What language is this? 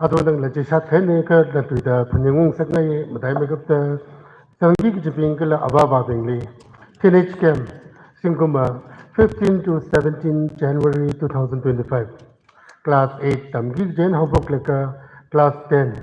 Tangkhul Naga (India)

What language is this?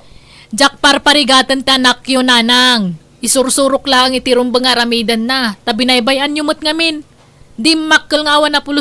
Iloko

